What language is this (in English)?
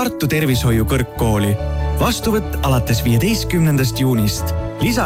Estonian